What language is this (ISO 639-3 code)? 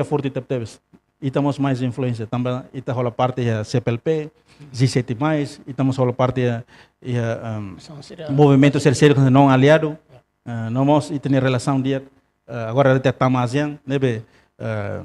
tet